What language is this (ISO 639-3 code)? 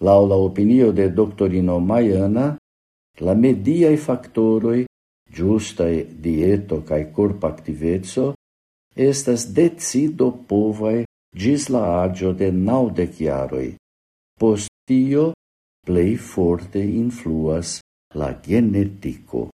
epo